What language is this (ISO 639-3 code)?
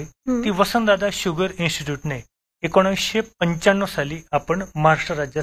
mar